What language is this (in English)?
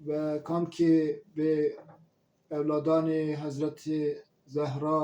Zaza